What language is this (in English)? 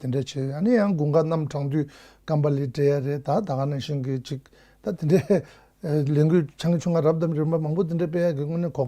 Tibetan